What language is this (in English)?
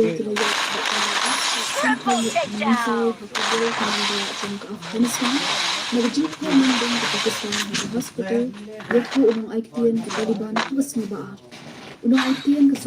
Khasi